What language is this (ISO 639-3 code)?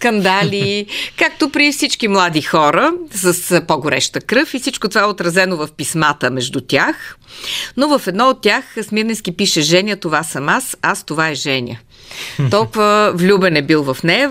bul